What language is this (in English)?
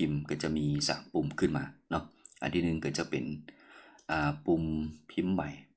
Lao